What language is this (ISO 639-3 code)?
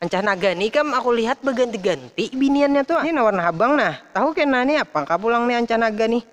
bjn